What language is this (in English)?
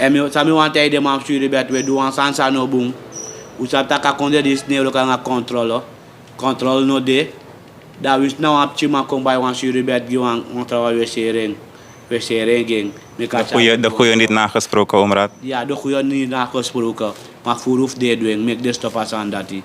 Sranan Tongo